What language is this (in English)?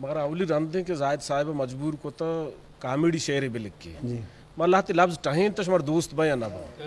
Eastern Balochi